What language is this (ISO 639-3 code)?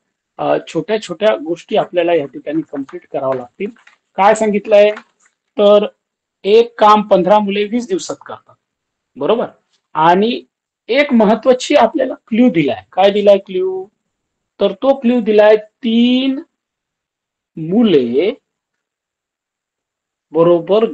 mar